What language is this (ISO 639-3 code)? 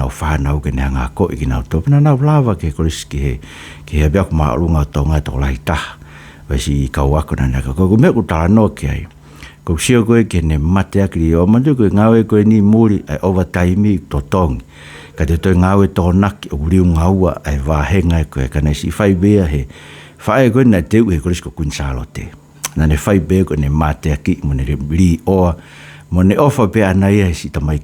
ton